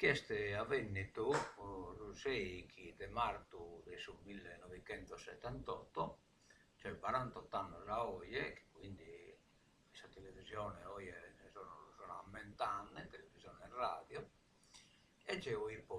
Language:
Sardinian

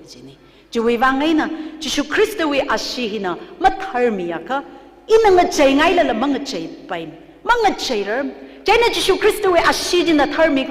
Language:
Tangkhul Naga (India)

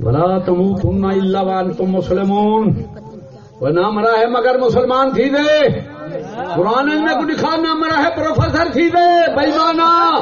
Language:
Saraiki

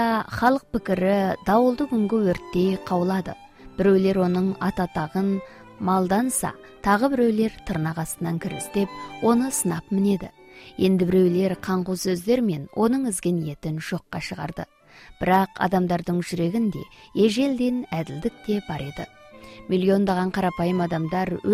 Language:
Kazakh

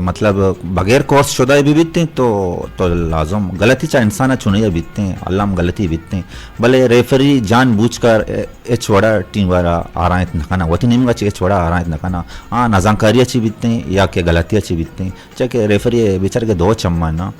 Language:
Eastern Balochi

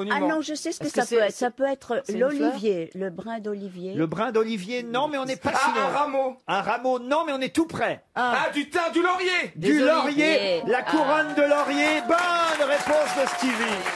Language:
French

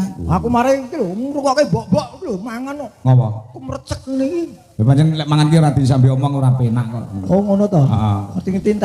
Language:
Javanese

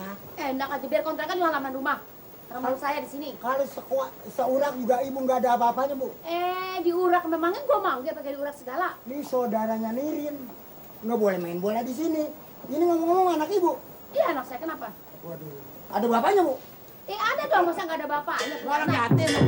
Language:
Betawi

